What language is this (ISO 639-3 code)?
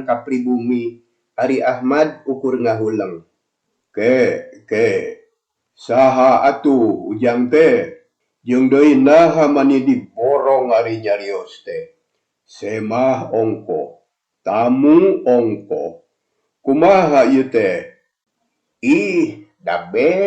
sun